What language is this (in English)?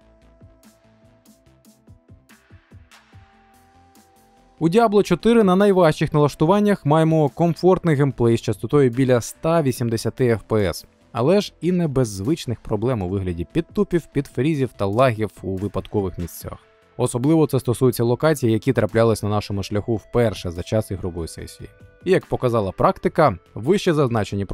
Ukrainian